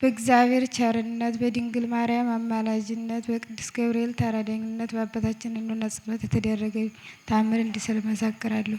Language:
Amharic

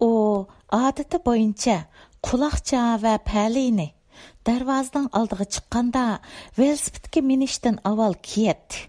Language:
Uyghur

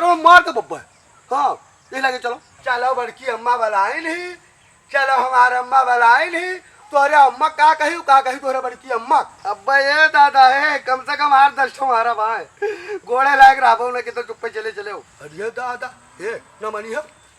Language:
Awadhi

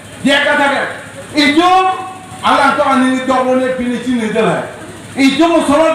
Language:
Karbi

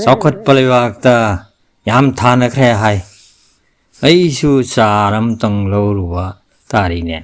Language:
Manipuri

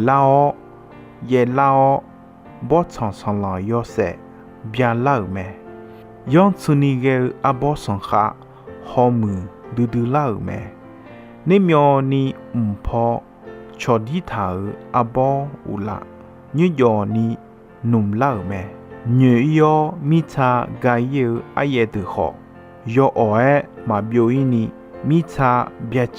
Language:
Akha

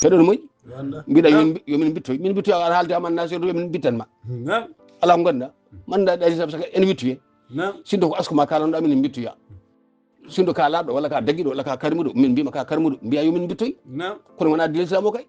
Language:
Fula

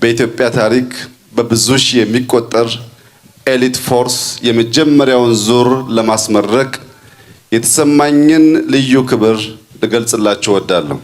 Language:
Amharic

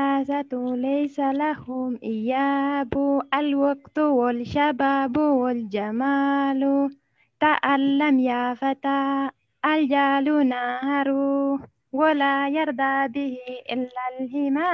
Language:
Oromo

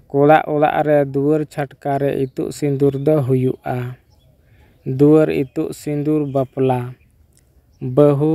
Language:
Santali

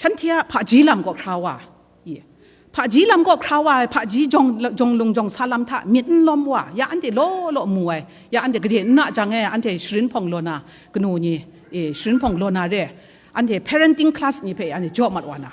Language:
Kachin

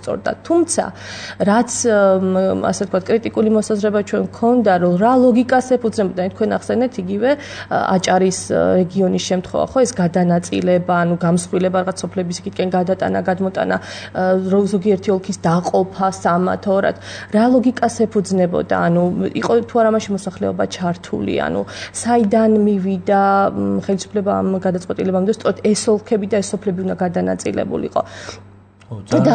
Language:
Georgian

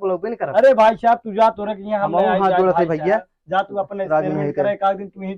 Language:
Awadhi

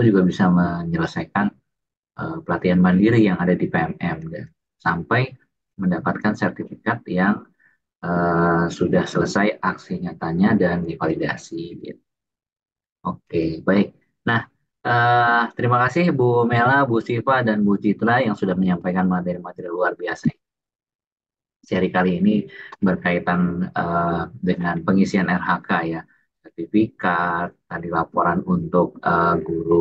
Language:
Indonesian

